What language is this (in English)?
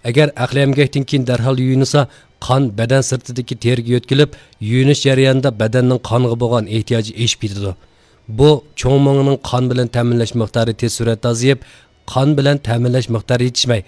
Uyghur